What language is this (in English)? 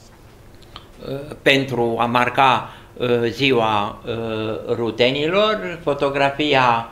Romanian